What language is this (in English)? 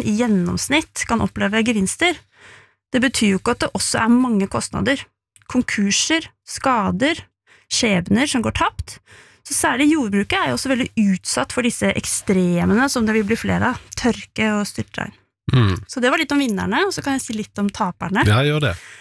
Norwegian